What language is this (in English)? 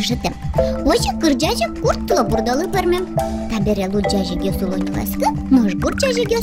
Udmurt